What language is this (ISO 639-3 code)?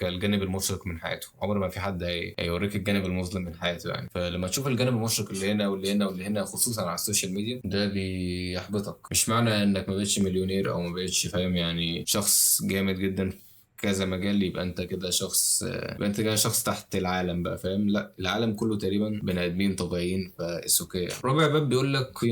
arz